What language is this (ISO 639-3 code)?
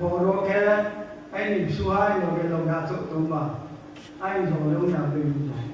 ria